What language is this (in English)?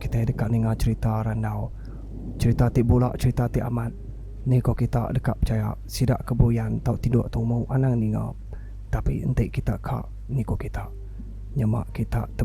Iban